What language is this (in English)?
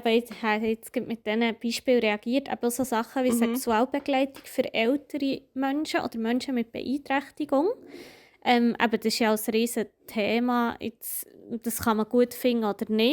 Swiss German